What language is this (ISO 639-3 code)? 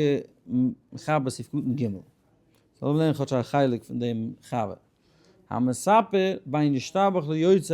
yid